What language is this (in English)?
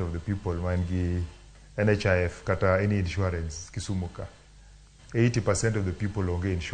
Luo (Kenya and Tanzania)